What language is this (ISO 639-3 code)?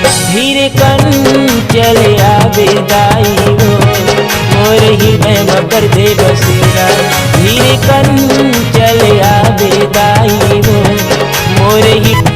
hne